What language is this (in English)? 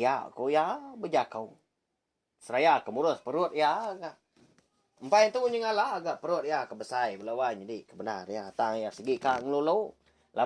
Iban